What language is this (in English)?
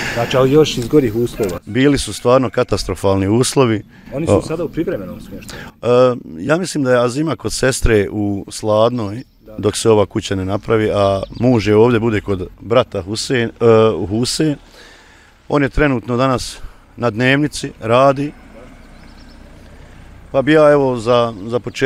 Bosnian